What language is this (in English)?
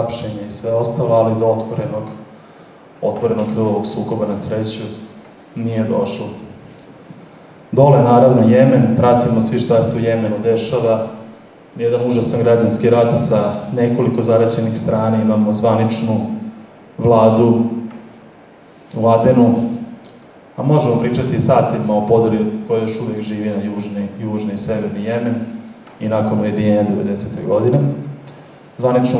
Serbian